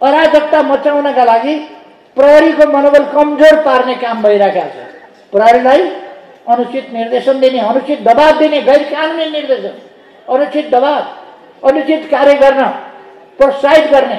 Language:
Nepali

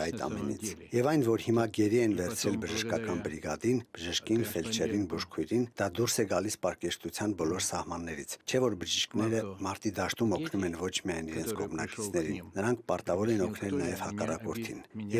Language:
Armenian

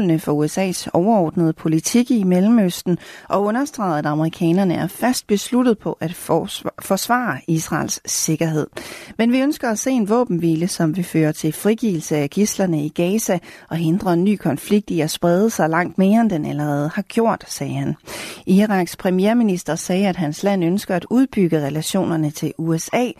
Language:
Danish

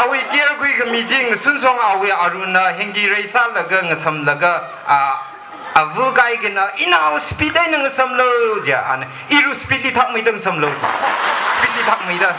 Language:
Tangkhul Naga (India)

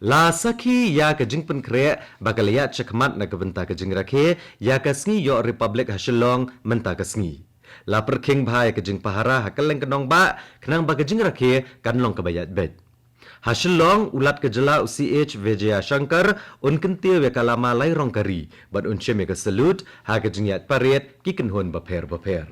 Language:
Khasi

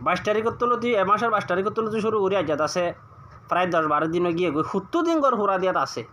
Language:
Rohingya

